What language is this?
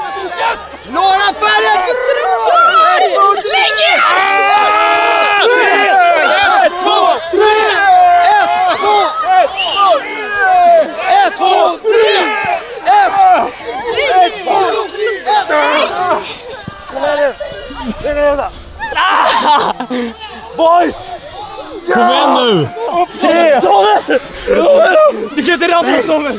Swedish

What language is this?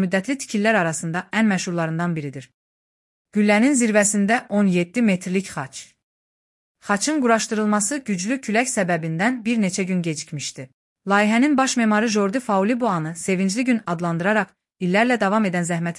Azerbaijani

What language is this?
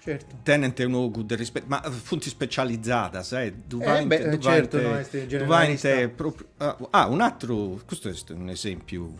Sardinian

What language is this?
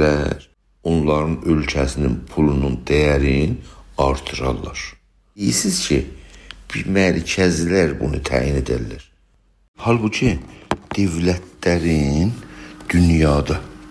South Azerbaijani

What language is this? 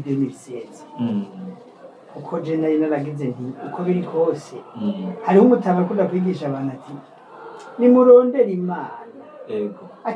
Rundi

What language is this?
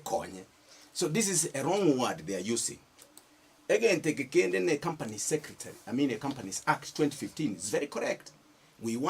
Gusii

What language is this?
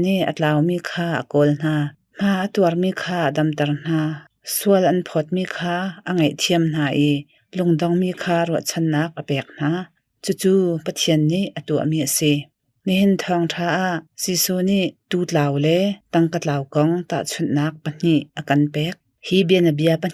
Hakha Chin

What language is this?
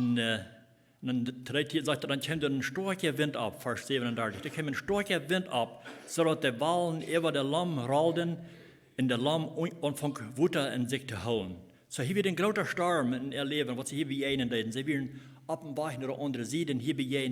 Plautdietsch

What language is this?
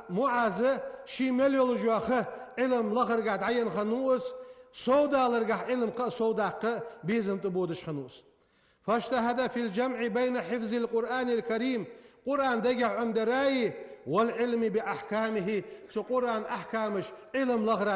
Ingush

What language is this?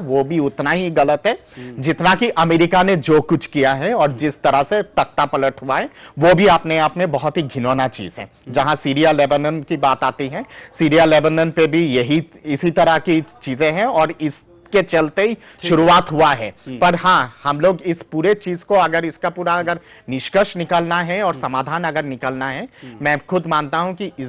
Hindi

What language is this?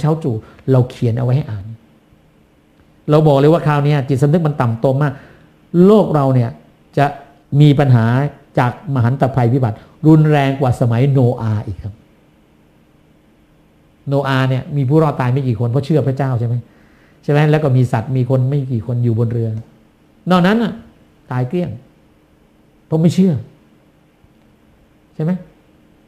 Thai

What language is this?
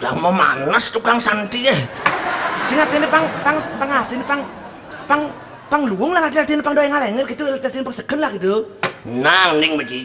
Balinese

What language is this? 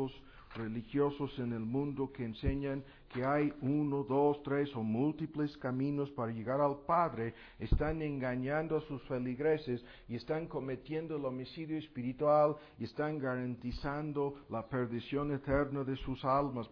Spanish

